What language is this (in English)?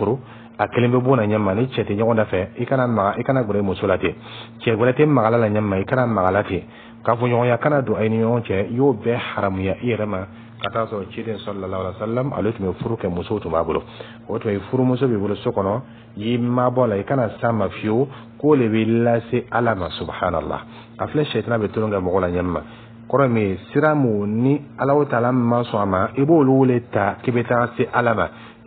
Dyula